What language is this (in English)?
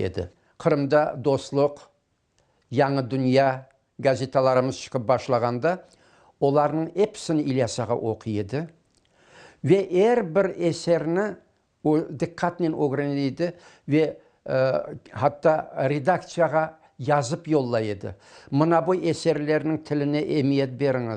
Crimean Tatar